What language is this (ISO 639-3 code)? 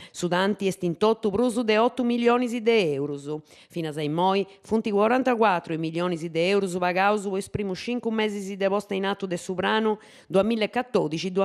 srd